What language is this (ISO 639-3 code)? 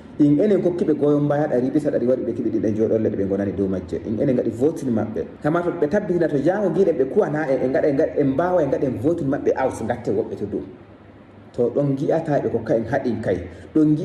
ful